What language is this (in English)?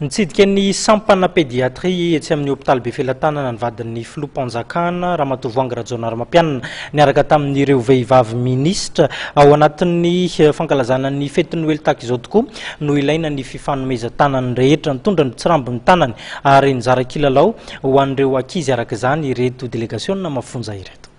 Malagasy